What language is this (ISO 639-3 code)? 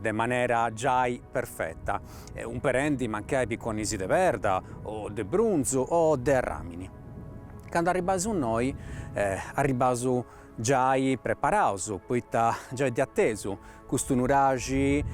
srd